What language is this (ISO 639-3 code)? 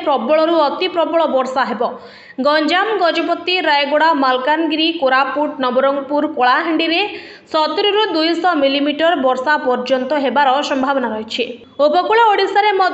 ori